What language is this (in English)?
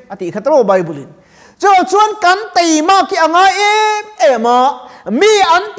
Mizo